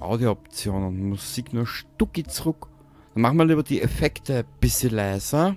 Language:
Bavarian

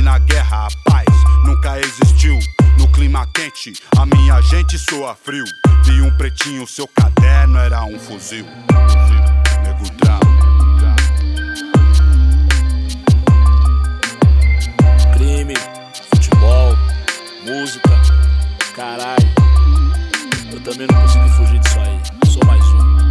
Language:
Portuguese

